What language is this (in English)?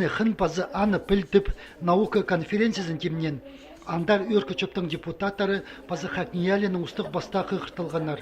Khakas